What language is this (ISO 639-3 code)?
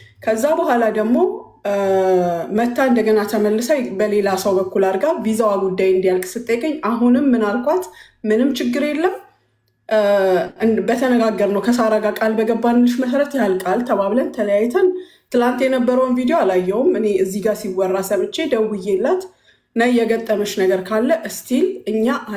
amh